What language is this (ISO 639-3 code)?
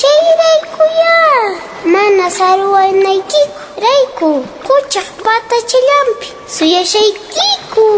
que